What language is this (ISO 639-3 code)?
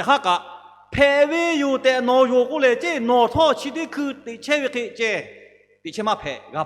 lhu